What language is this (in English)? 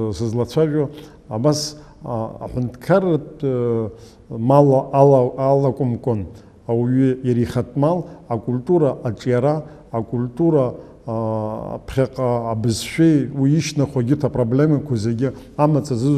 Abkhazian